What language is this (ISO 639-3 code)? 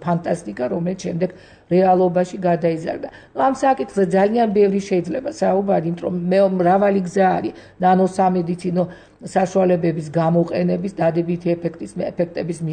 kat